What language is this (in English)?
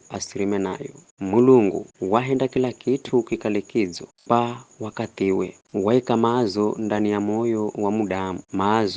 Giryama